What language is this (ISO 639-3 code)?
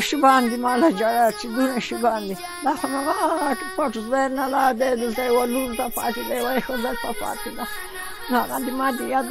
pus